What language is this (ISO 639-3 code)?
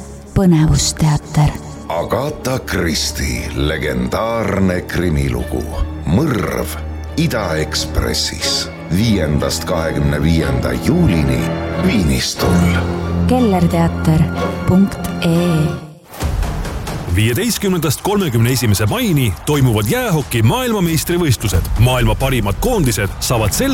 est